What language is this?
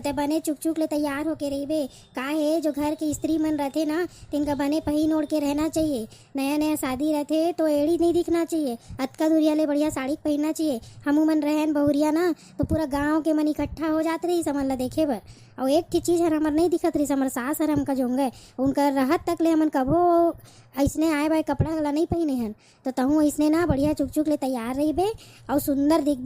Chhattisgarhi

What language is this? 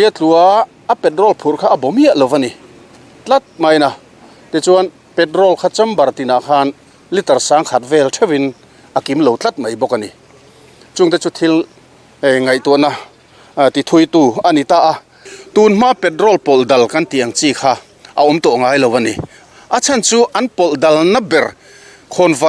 Mizo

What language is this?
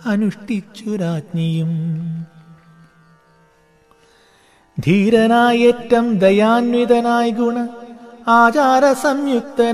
Malayalam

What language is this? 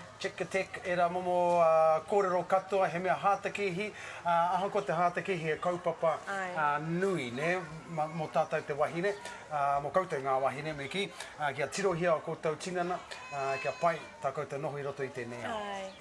Māori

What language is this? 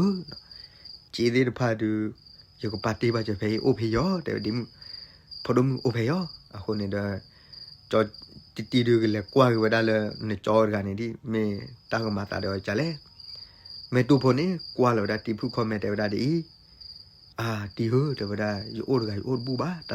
S'gaw Karen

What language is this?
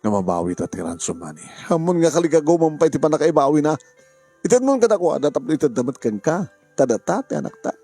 Iloko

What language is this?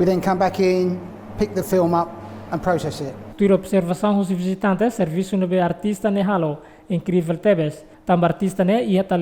Tetum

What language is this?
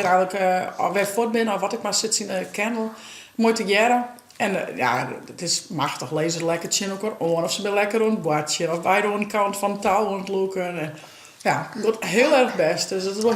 Western Frisian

